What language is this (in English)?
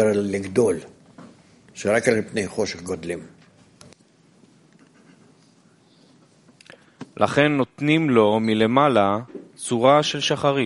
Hebrew